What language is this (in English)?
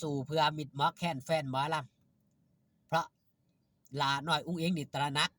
Northeastern Thai